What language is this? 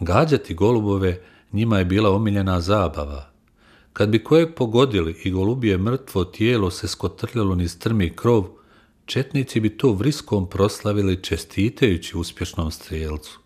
Bosnian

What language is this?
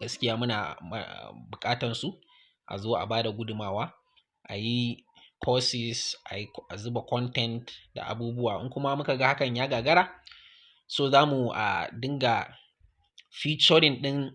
Hausa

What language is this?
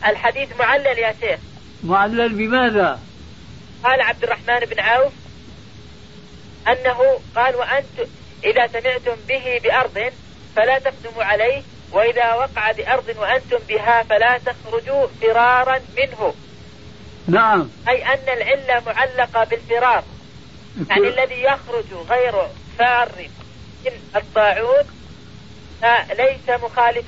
Arabic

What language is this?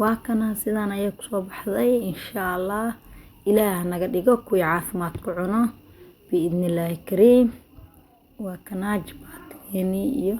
Somali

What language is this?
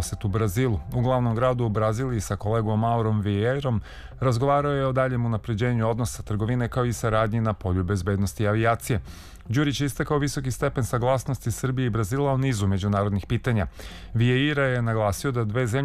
Serbian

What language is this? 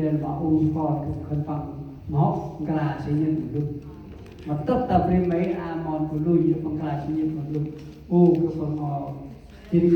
Central Mnong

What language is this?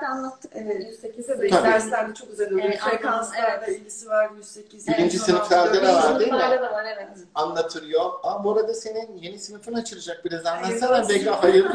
Turkish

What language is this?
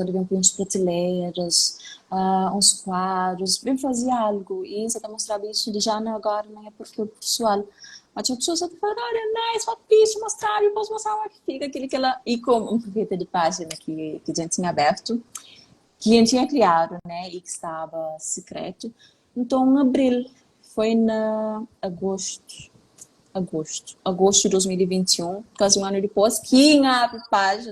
Kabuverdianu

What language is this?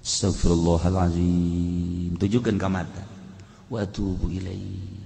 Sundanese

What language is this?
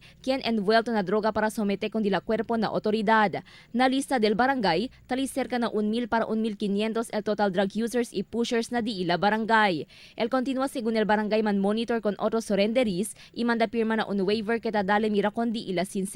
Chavacano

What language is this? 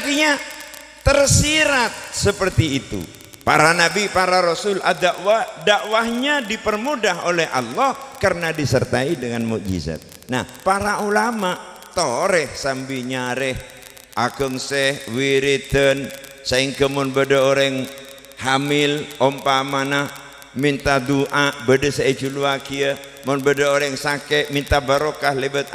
Madurese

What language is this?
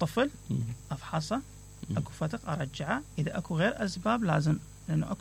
Mesopotamian Arabic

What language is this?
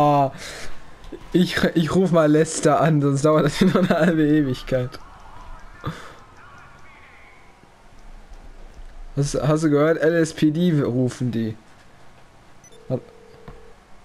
German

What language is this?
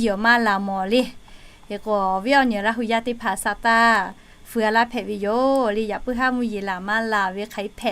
Lahu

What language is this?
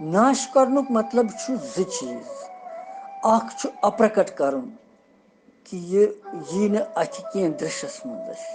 Kashmiri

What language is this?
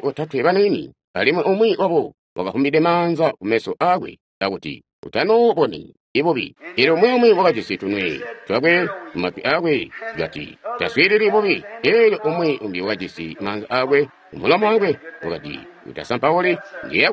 Tonga (Zambia)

